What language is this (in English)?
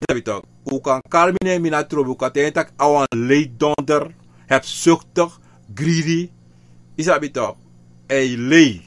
Sranan Tongo